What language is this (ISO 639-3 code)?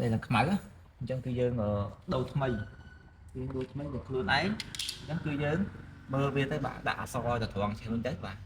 khm